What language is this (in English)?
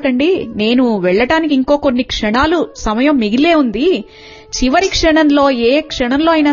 Telugu